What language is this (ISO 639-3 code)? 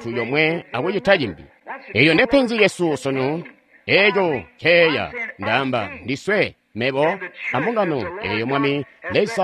toi